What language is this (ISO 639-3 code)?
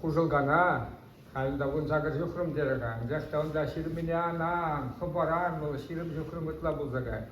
chv